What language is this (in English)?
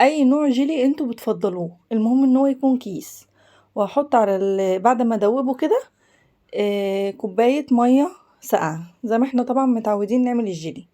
Egyptian Arabic